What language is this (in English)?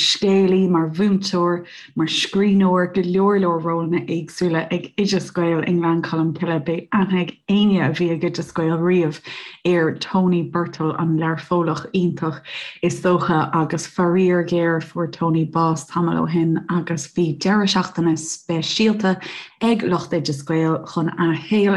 Irish